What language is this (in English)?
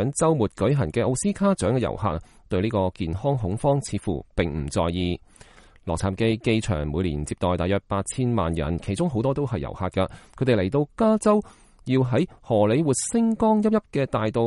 Cantonese